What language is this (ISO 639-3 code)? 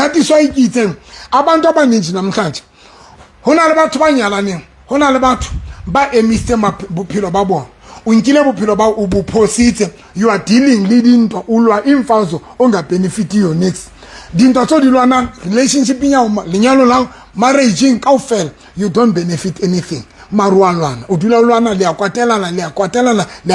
sot